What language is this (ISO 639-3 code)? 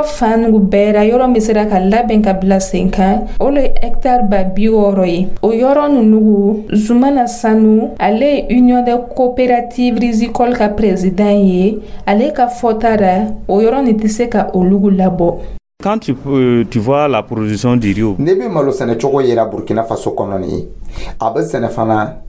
dyu